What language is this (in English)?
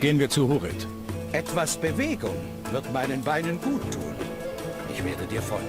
Bavarian